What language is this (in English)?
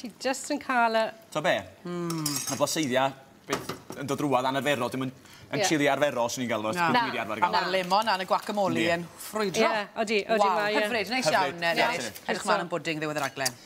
Welsh